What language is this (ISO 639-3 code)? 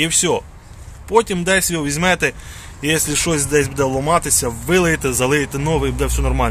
ukr